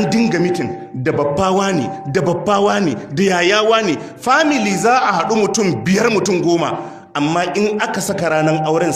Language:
Hausa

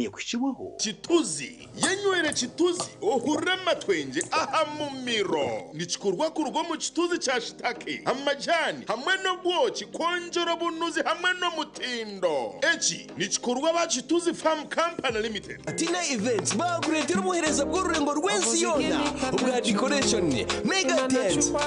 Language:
Nyankole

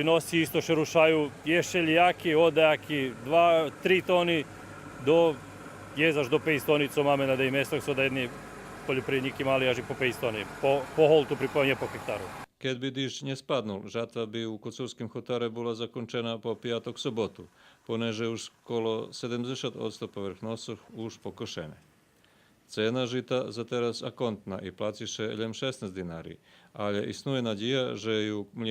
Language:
Rusyn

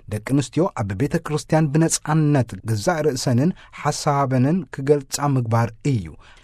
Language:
Tigrinya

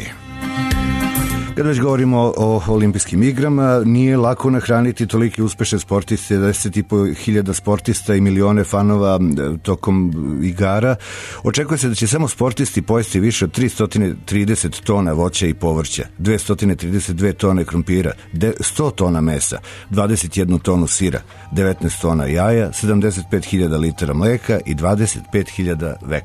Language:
Serbian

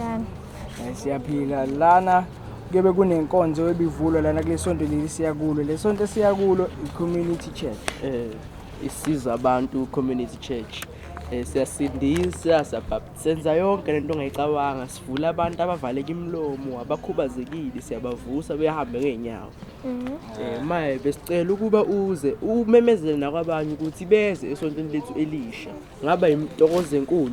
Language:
Zulu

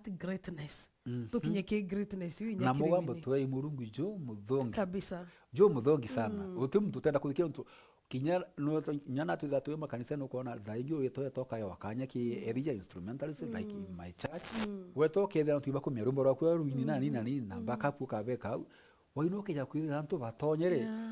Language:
Meru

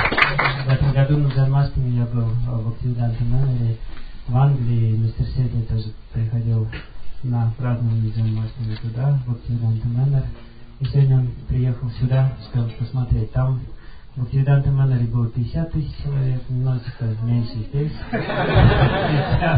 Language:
Russian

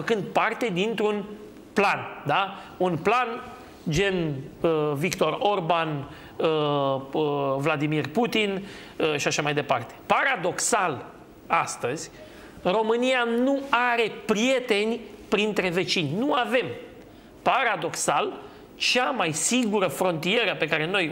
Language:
Romanian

